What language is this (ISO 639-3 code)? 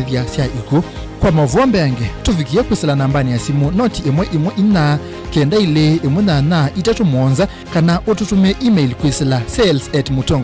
kam